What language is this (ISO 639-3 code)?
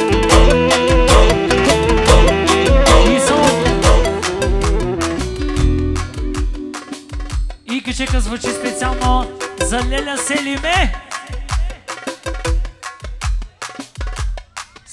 bul